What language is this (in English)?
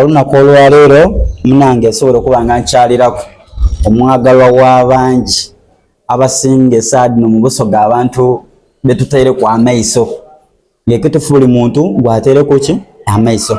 Soga